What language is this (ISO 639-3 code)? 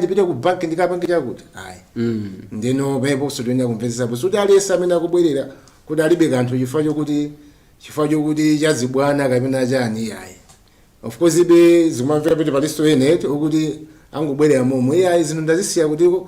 nya